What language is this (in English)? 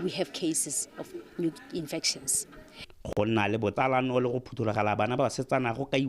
Tswana